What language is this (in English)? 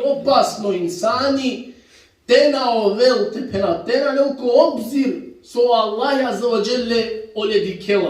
Balkan Romani